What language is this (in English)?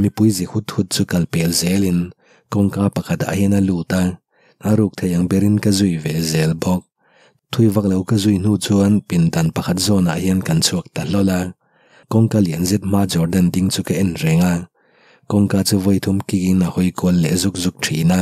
Mizo